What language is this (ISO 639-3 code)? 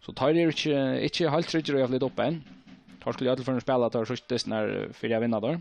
fao